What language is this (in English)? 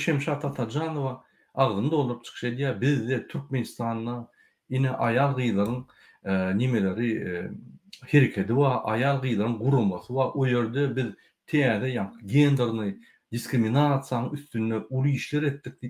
Turkmen